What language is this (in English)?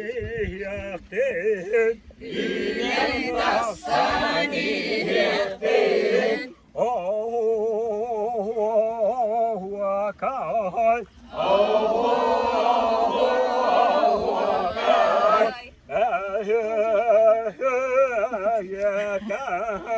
Yakut